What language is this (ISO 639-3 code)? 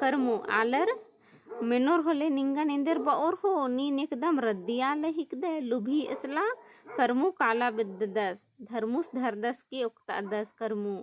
kru